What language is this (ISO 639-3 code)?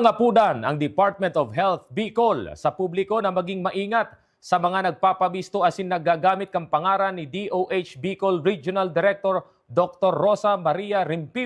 bik